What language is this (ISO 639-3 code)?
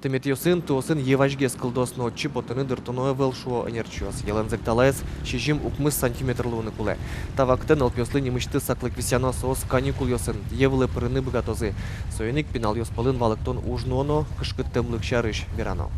udm